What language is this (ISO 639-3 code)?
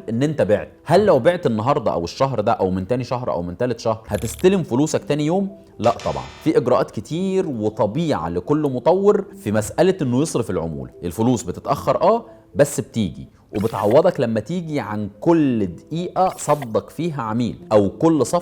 arz